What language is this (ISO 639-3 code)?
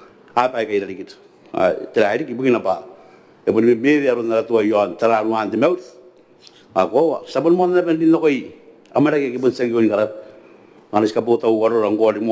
gil